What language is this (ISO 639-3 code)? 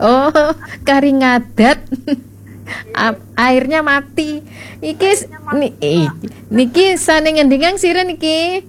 ban